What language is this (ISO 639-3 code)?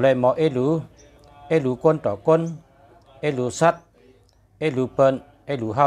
shn